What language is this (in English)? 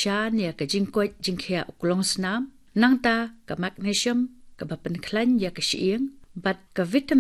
Khasi